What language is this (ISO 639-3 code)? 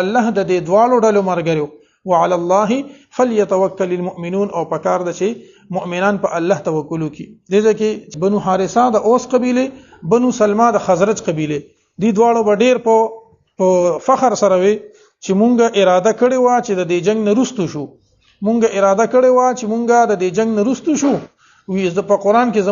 pus